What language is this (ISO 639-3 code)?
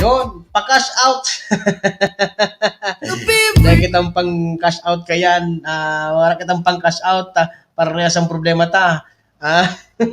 bik